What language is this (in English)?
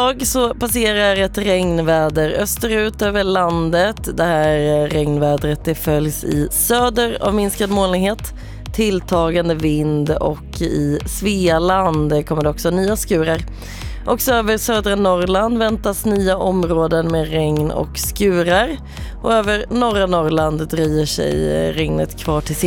Swedish